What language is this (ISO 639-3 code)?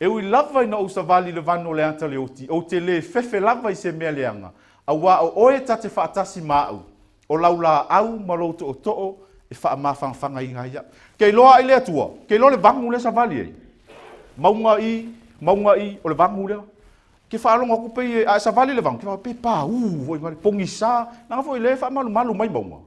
smo